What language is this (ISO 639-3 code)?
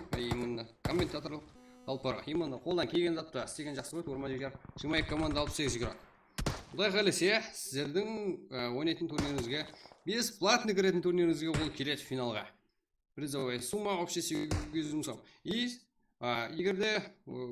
kaa